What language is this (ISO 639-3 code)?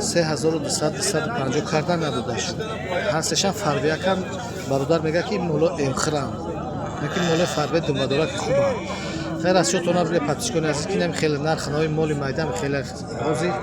tgk